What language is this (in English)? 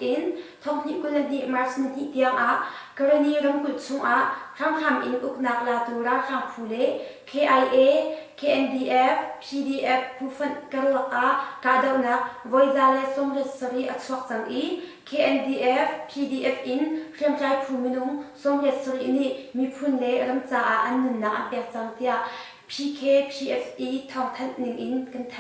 Hakha Chin